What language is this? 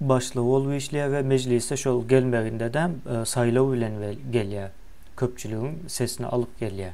Turkmen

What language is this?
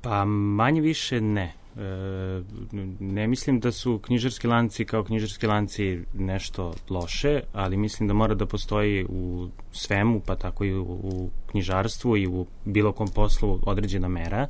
Serbian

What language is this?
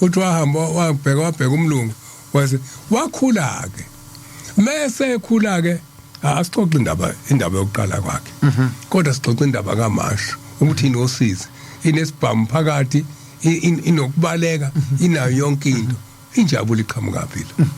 Zulu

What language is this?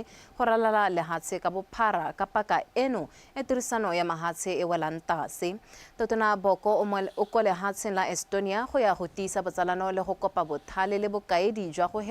Tswana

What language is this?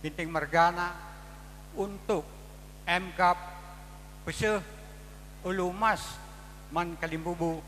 Batak Karo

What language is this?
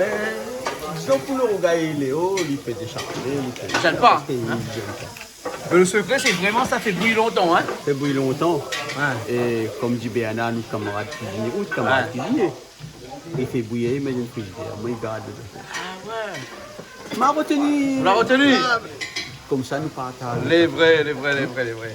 Réunion Creole French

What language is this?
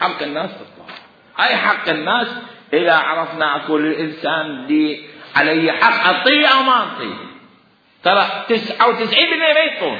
Mesopotamian Arabic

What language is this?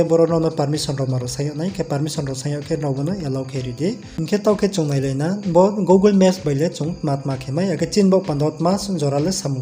Riang (India)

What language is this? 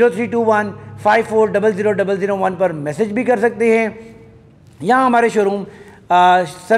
Hindi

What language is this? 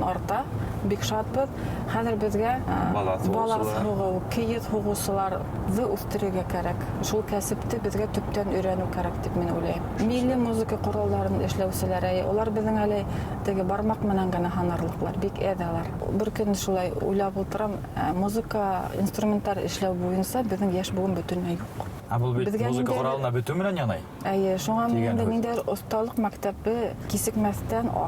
Bashkir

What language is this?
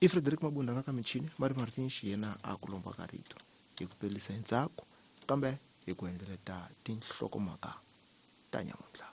Tsonga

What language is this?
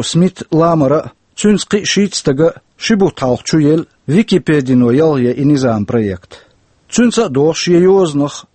Chechen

